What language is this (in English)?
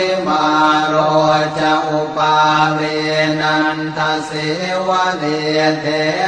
Pali